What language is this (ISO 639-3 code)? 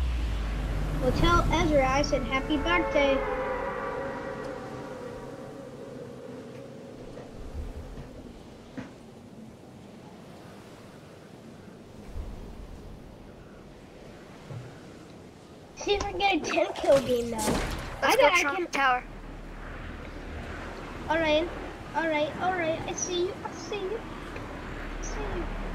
eng